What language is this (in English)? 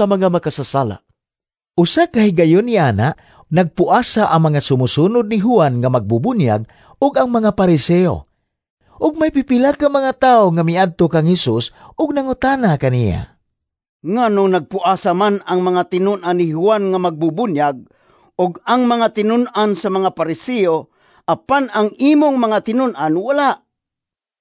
Cebuano